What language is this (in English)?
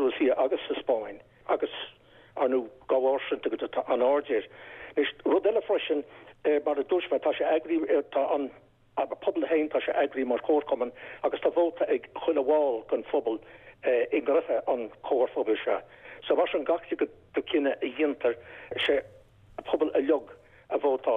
Irish